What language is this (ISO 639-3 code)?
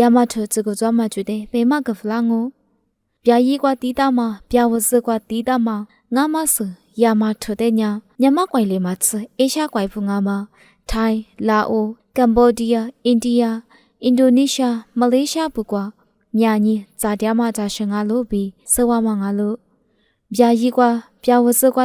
lis